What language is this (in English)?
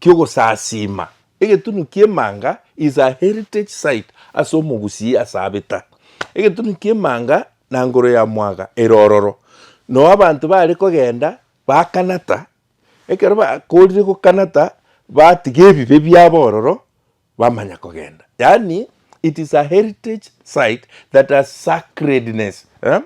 Gusii